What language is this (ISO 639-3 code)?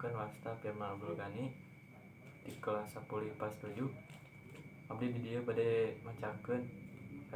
sun